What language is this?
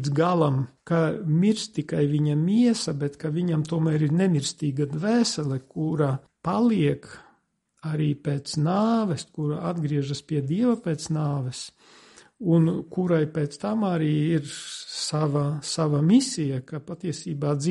Latvian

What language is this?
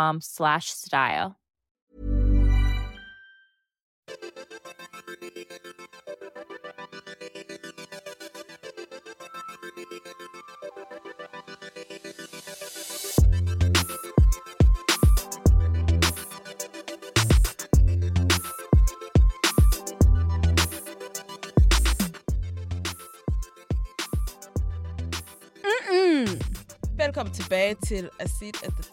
Danish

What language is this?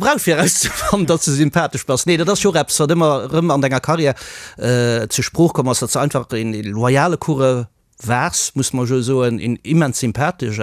Luxembourgish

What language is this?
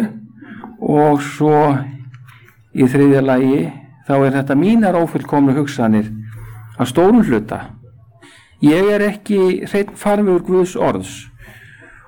Icelandic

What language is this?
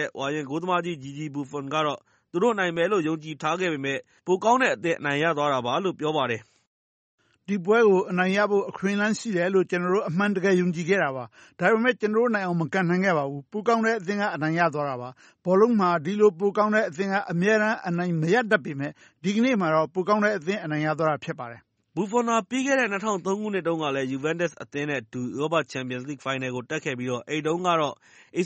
Burmese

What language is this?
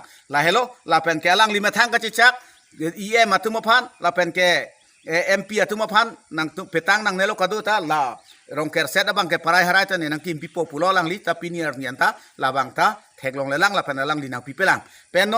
Karbi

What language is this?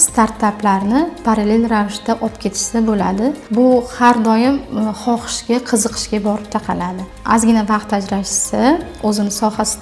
Uzbek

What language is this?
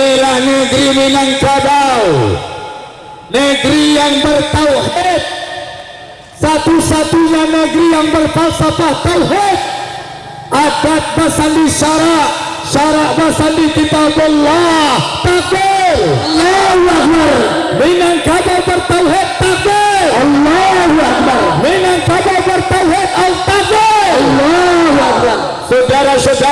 Indonesian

